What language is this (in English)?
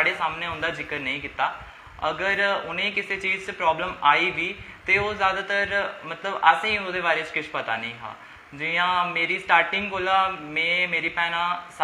Dogri